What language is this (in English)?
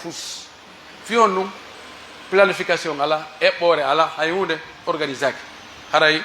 Pular